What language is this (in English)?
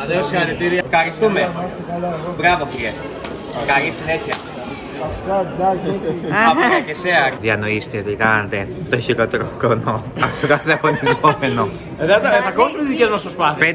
Greek